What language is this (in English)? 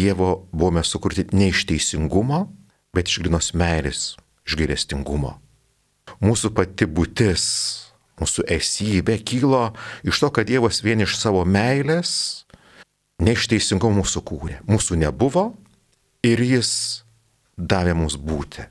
Lithuanian